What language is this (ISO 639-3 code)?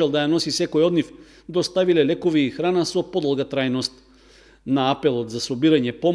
mkd